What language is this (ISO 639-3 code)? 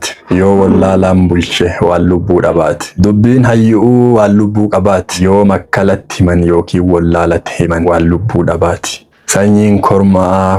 orm